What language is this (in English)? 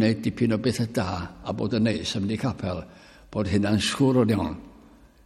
Welsh